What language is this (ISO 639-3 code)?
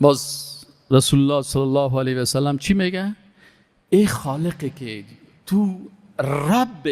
fas